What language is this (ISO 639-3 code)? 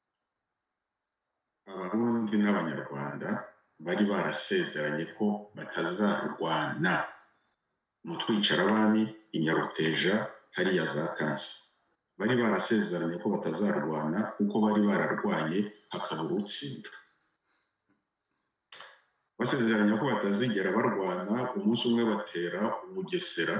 kin